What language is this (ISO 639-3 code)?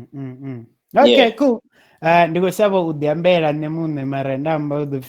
ven